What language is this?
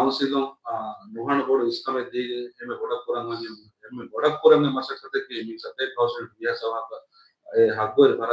Divehi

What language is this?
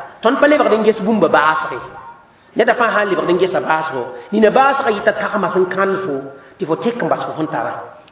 Mossi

